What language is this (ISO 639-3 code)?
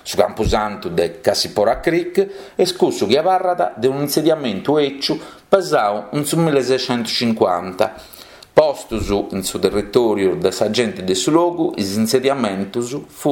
srd